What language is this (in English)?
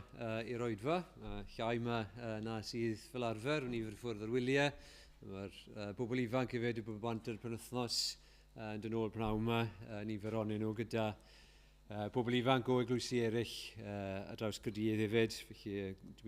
Welsh